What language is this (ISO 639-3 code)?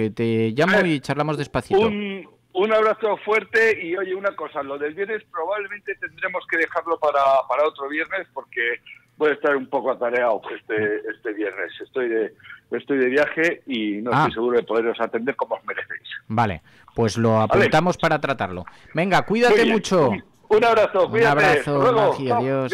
spa